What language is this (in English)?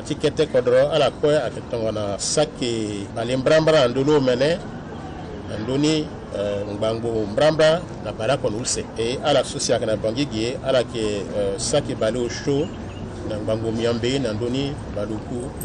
Sango